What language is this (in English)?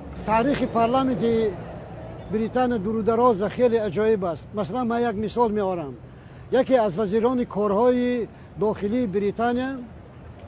Tajik